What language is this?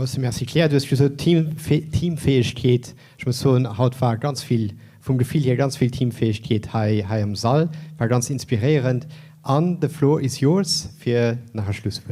Luxembourgish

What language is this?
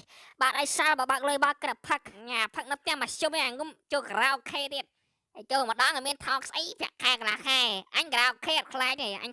Khmer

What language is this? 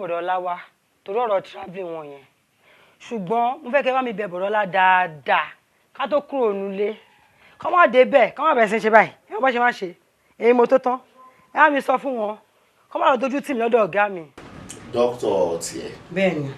Yoruba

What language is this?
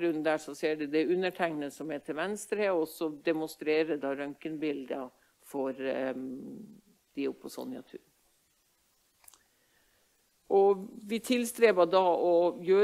Norwegian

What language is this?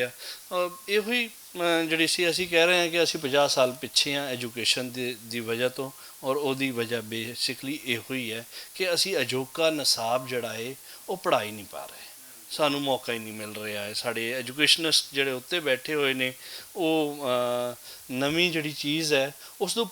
Western Panjabi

